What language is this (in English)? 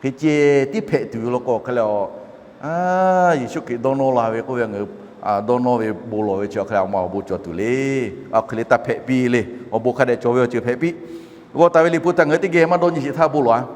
Lahu